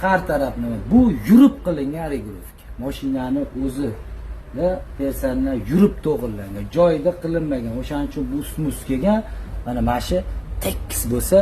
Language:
Uzbek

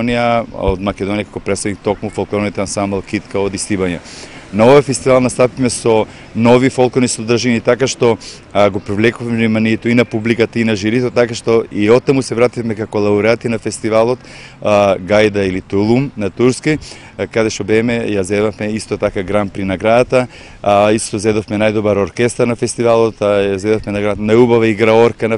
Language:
Macedonian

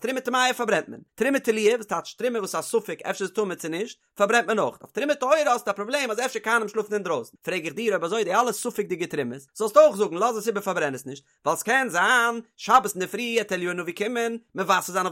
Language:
Yiddish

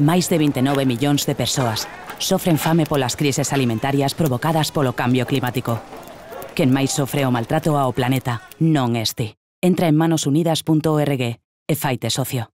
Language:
Galician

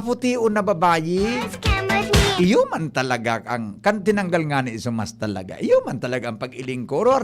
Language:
Bikol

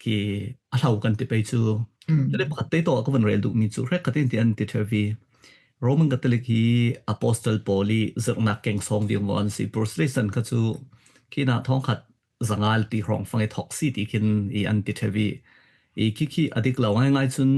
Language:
Falam Chin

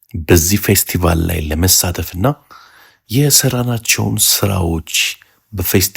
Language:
Amharic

